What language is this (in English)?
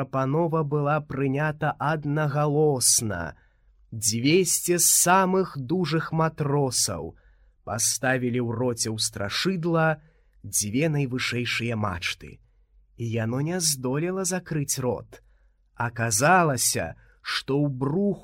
Belarusian